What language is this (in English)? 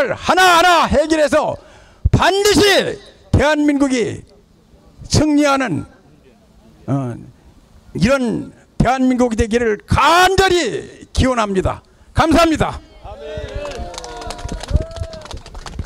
Korean